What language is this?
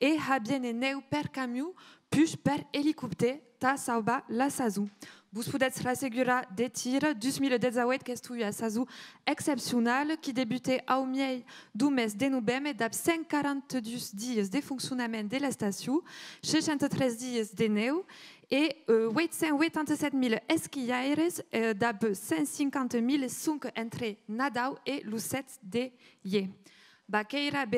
Occitan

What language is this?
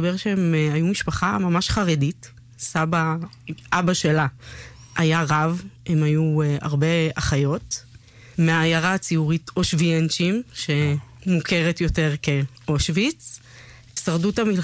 Hebrew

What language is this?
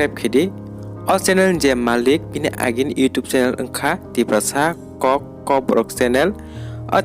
Kok Borok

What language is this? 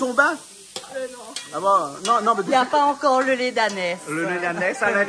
Réunion Creole French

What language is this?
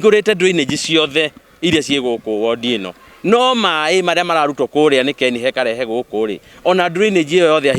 Kikuyu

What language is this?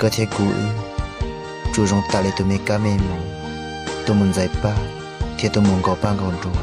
Hmong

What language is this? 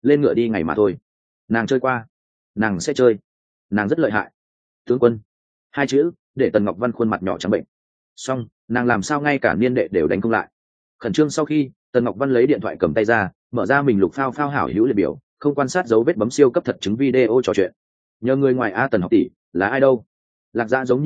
Vietnamese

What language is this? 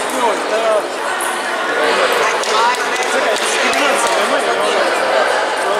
Serbian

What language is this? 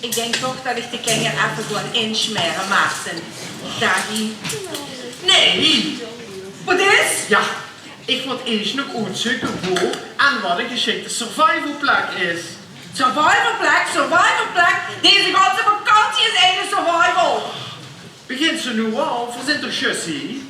Limburgish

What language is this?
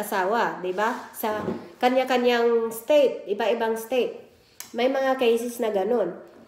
Filipino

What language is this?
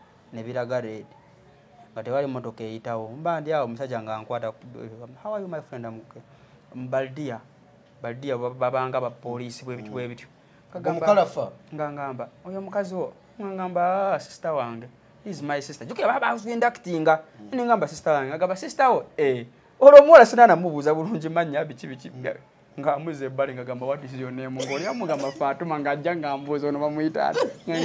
Ganda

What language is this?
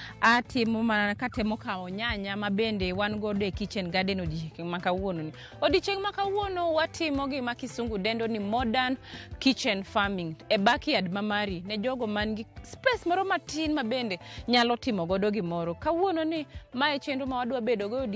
Luo (Kenya and Tanzania)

